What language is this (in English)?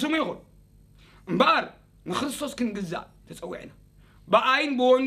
Tigrinya